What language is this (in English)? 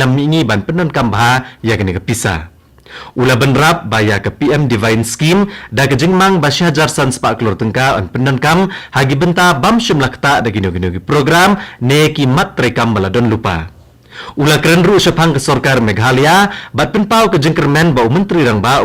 Khasi